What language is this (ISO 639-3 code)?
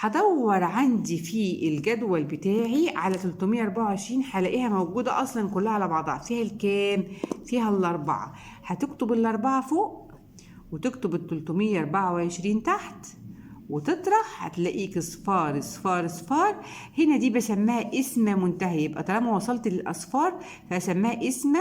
arz